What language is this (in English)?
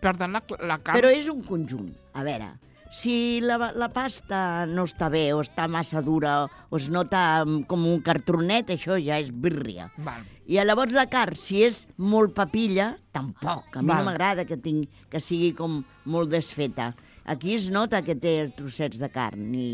Catalan